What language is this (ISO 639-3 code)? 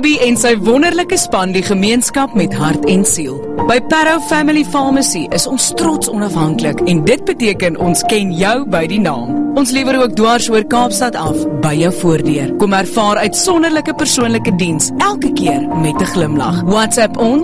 afr